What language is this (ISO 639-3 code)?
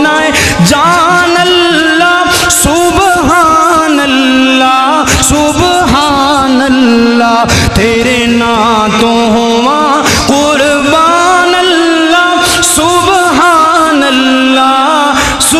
lah